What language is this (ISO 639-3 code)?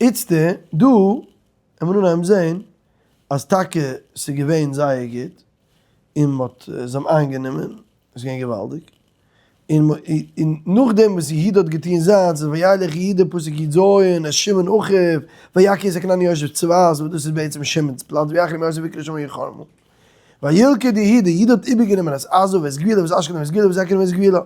yid